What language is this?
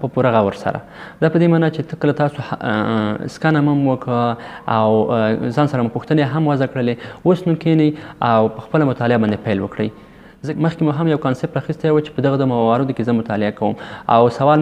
Pashto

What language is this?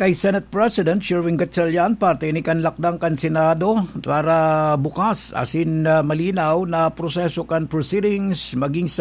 Bikol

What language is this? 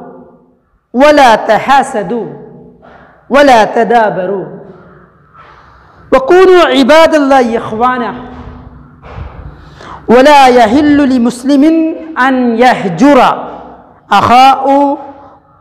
Malayalam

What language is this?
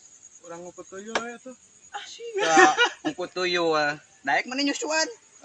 Sundanese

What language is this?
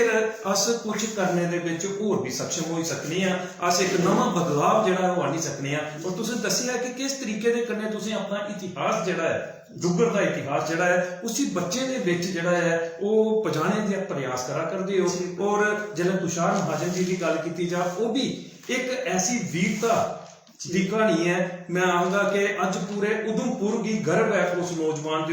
Dogri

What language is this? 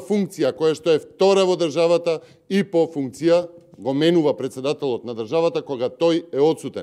Macedonian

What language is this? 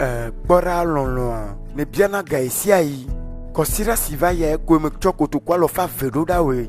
Ewe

